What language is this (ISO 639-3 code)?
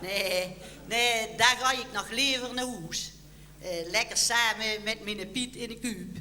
lim